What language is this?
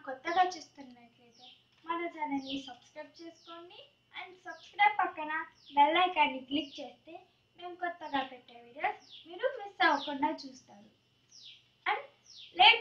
Telugu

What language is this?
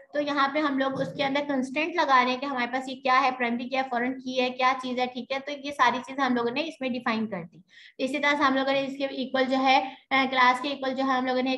Hindi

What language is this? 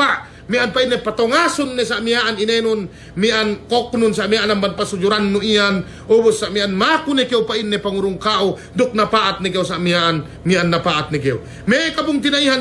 Yakan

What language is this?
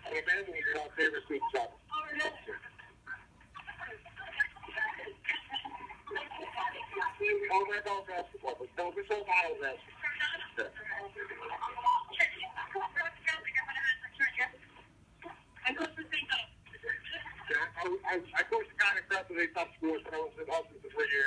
English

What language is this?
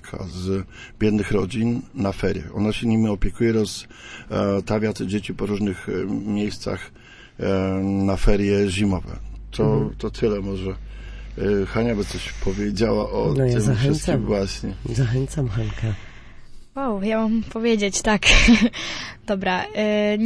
Polish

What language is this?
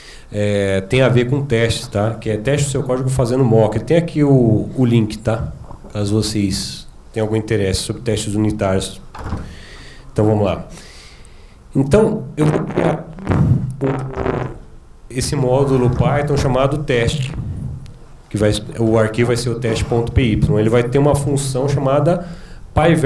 Portuguese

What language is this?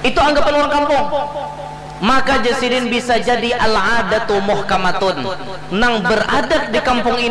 Banjar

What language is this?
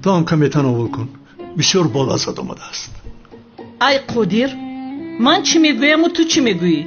Tajik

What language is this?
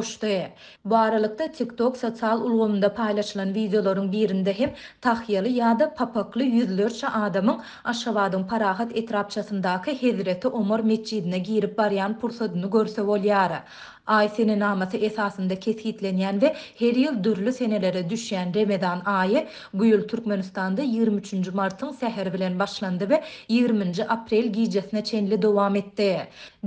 Turkmen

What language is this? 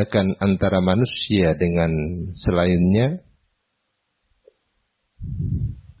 Indonesian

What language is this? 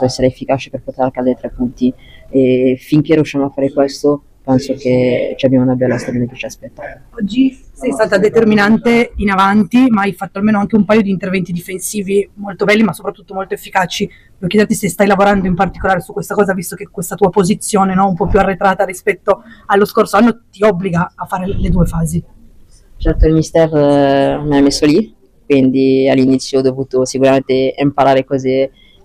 Italian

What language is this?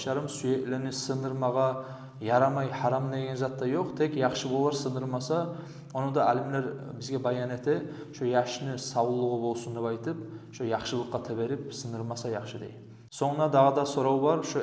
Kumyk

